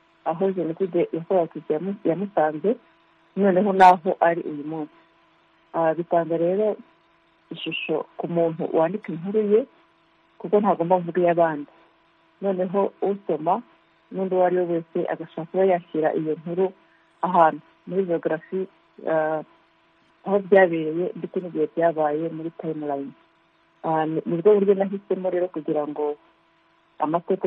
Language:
Kinyarwanda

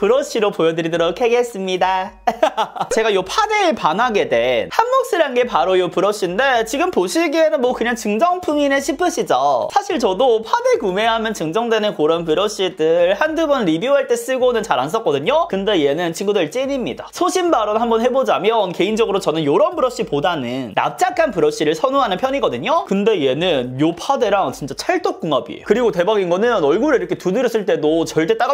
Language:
Korean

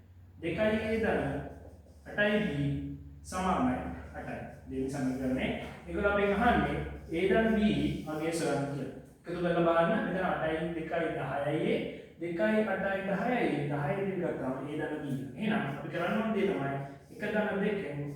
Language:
Sinhala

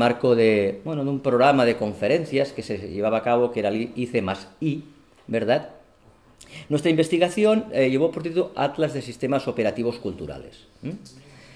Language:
Spanish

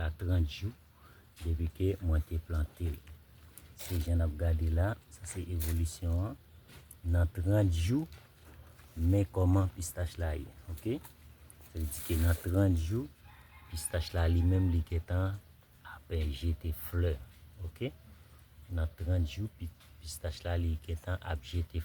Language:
Haitian Creole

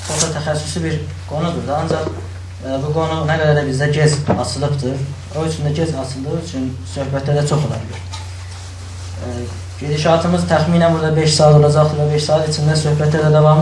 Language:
South Azerbaijani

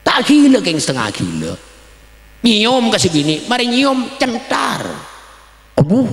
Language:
Madurese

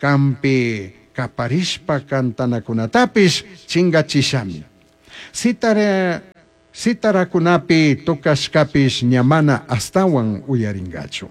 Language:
Chimborazo Highland Quichua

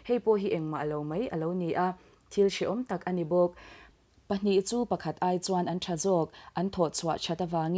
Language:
Mizo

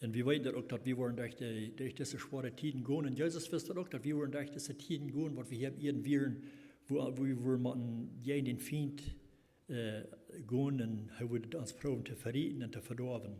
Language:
Plautdietsch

